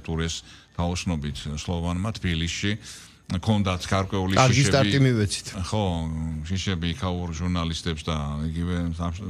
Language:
Georgian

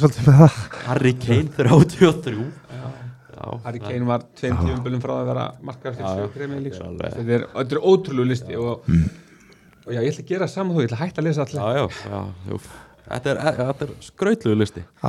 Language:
Icelandic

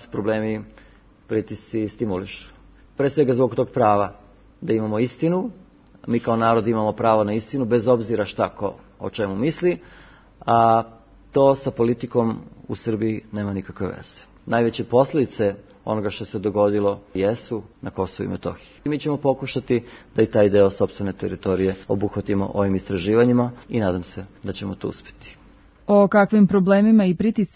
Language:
Serbian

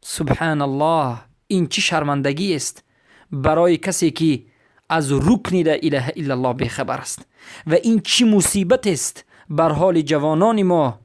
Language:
Persian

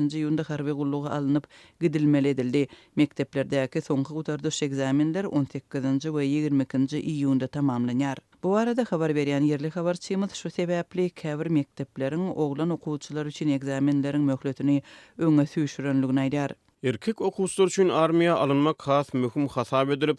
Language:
Turkmen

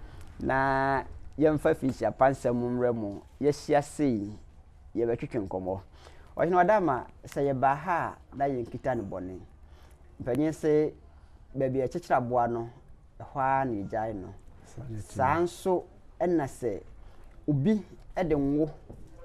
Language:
Akan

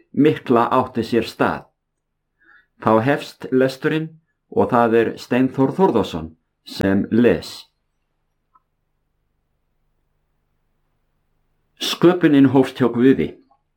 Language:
Icelandic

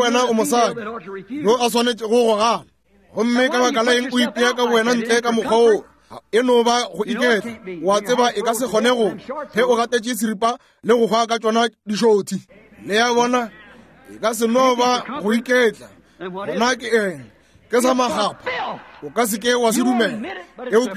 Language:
Northern Sotho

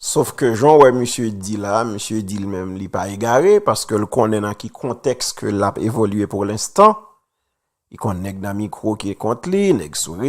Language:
Haitian Creole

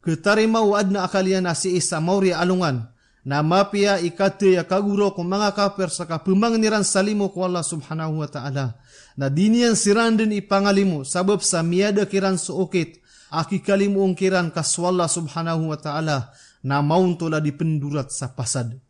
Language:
Maranao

